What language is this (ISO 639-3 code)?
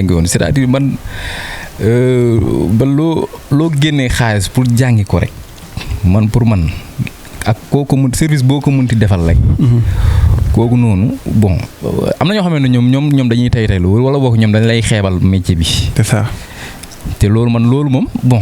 wol